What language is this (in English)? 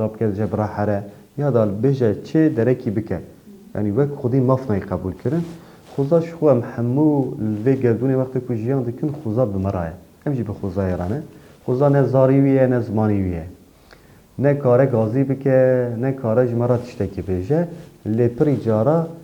Kurdish